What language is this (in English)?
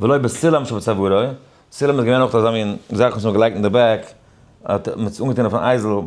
Yiddish